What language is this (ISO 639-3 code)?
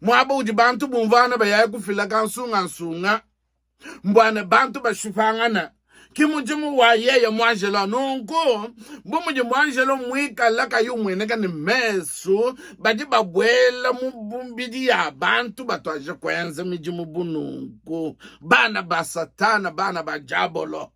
lua